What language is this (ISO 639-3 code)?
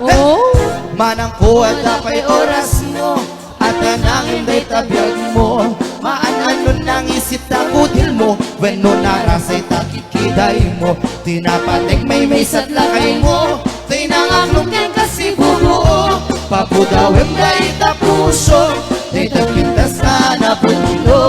ilo